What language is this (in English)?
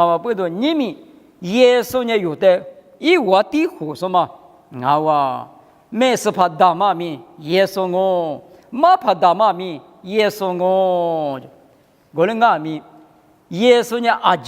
Lisu